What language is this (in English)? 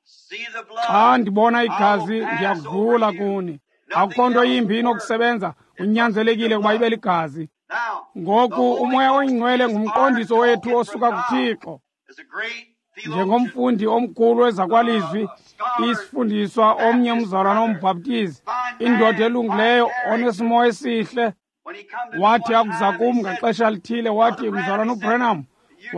Xhosa